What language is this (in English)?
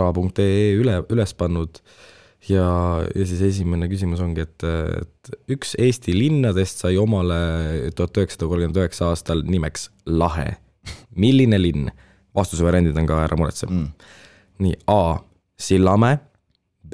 Estonian